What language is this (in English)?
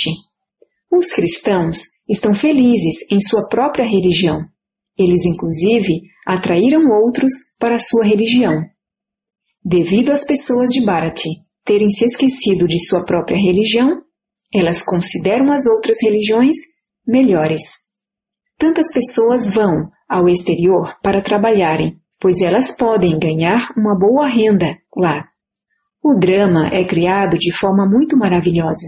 Portuguese